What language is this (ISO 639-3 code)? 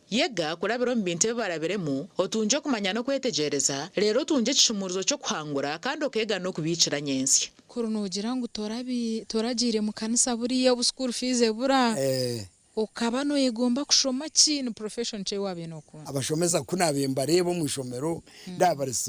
nyn